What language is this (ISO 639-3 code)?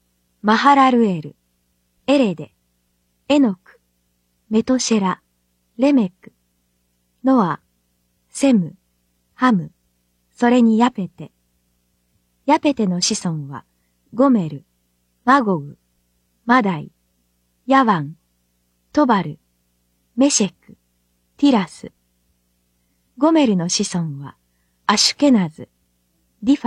jpn